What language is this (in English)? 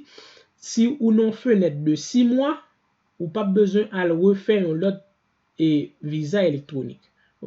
Haitian Creole